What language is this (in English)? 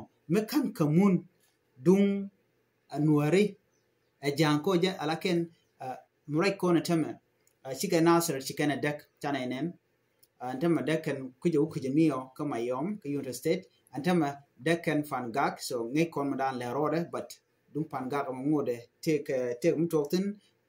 Nuer